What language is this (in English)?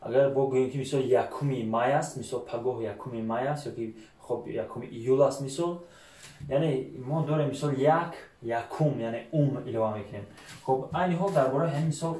Tajik